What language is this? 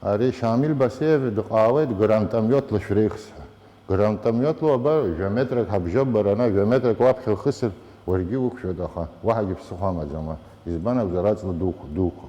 Abkhazian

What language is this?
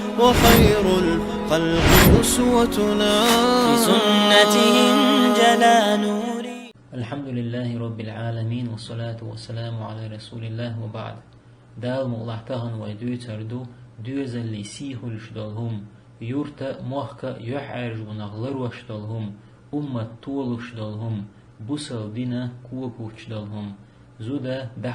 Chechen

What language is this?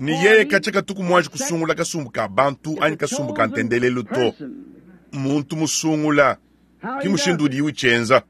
Luba-Lulua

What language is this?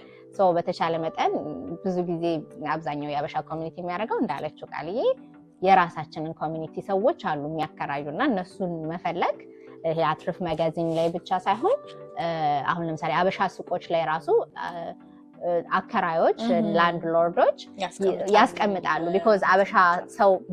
Amharic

